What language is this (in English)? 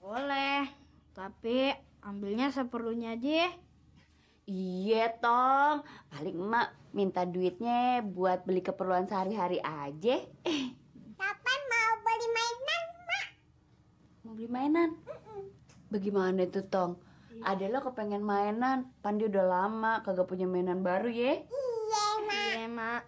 Betawi